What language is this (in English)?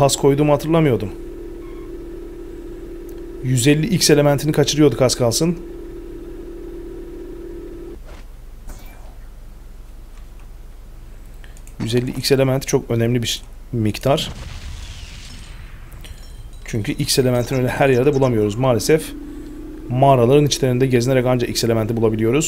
Turkish